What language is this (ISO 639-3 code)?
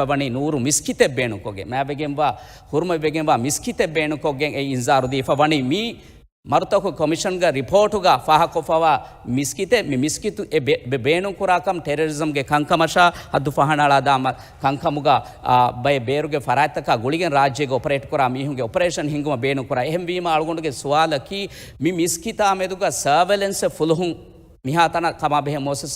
div